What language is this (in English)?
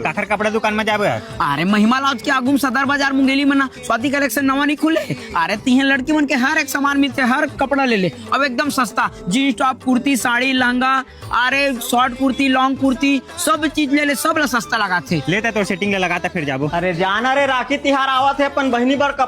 Chhattisgarhi